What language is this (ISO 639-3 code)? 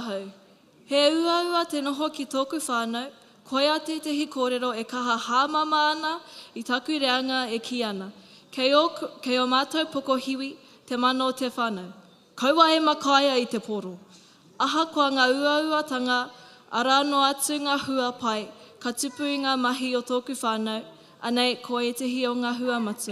mri